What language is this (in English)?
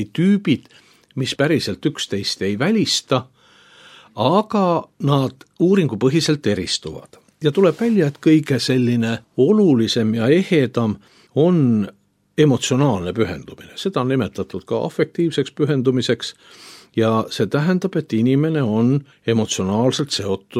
Estonian